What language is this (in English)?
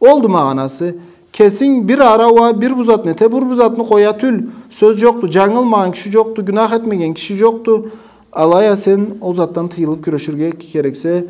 Karachay-Balkar